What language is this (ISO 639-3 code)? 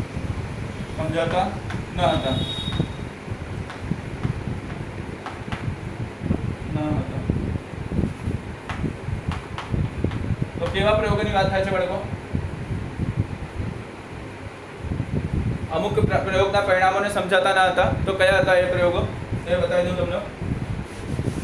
guj